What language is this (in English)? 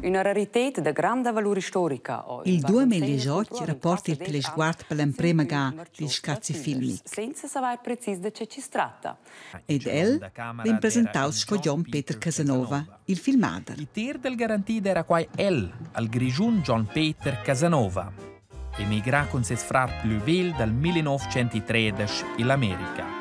Romansh